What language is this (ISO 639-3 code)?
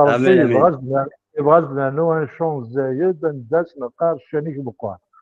kab